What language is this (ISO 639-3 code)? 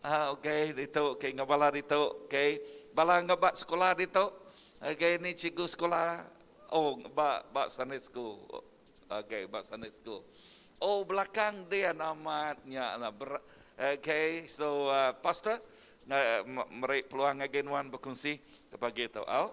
iba